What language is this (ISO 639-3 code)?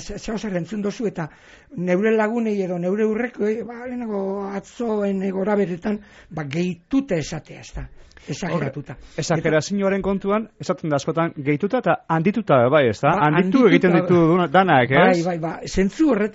eus